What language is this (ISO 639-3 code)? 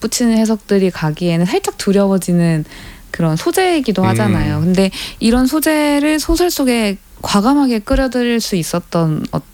kor